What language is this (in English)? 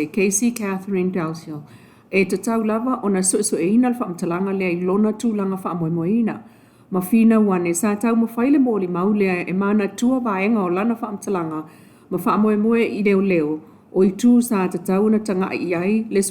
Samoan